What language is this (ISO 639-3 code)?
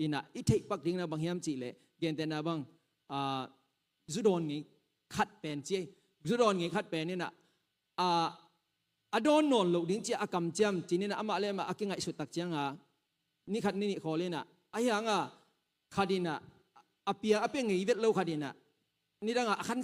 ctd